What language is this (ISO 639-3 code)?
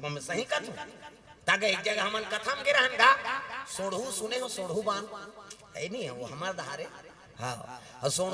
hne